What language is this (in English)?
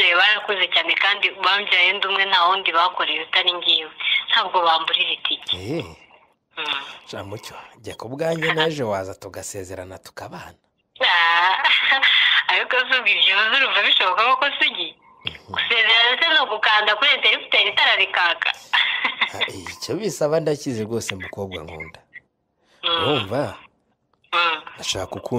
Kinyarwanda